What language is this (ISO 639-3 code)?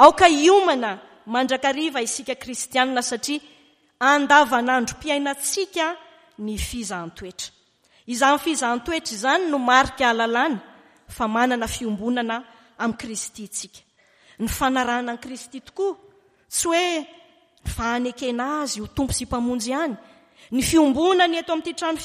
mlg